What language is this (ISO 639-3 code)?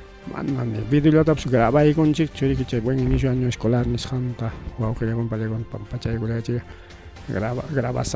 quy